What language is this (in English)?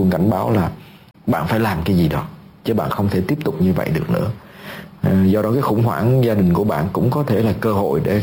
Vietnamese